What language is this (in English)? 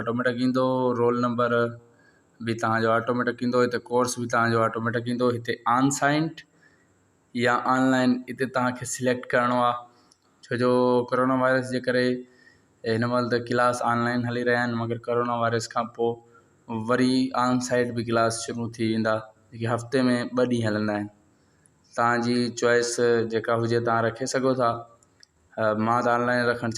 Sindhi